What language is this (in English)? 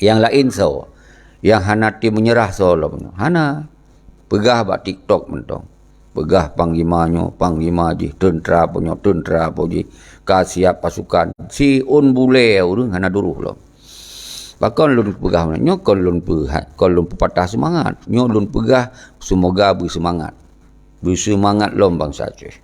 Achinese